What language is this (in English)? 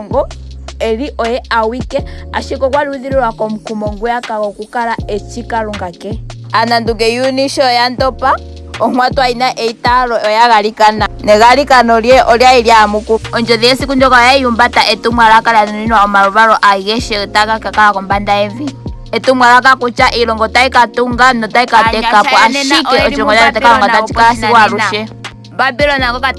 Ndonga